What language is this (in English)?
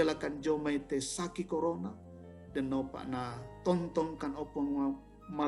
Toraja-Sa'dan